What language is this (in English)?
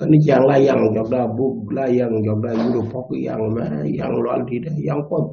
Nuer